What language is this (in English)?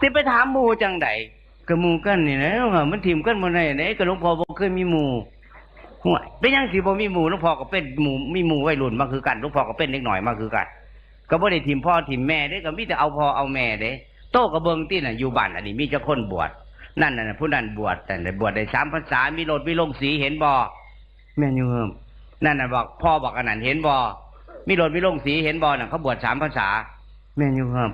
Northeastern Thai